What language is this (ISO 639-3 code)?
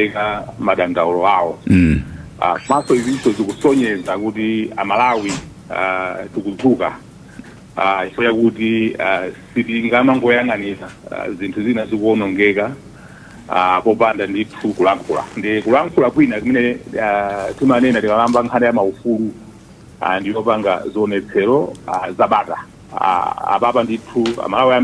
nya